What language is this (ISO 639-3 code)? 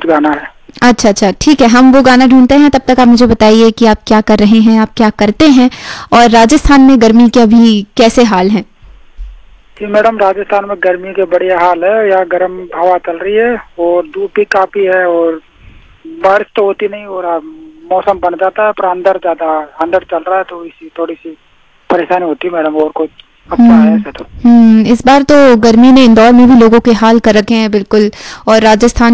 hin